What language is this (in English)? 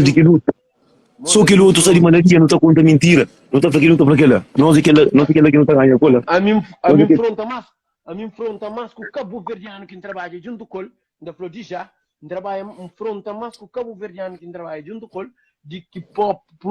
Kabuverdianu